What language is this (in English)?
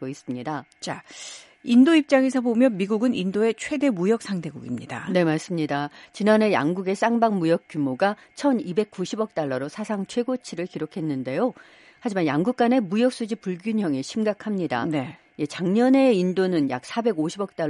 Korean